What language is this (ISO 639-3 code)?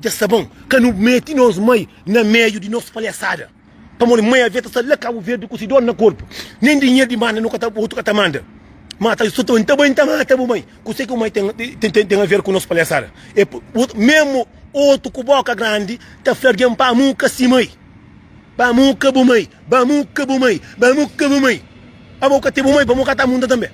kea